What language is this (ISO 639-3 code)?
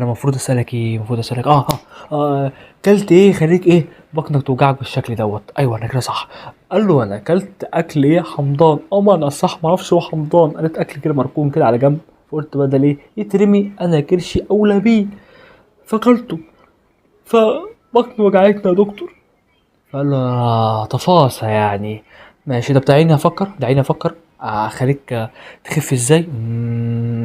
arz